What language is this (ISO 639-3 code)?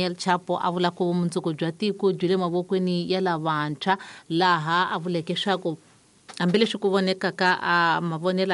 tso